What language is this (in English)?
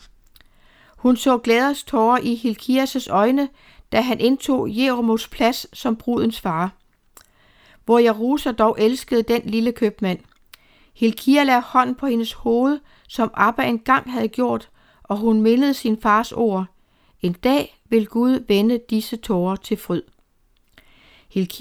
Danish